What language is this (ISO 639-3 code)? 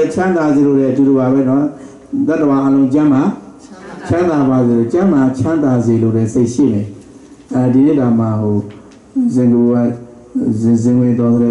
mya